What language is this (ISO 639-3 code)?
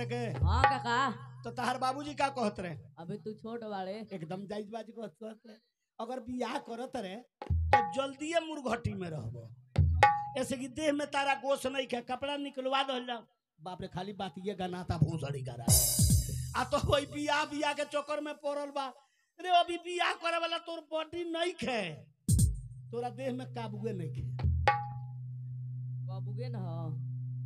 bho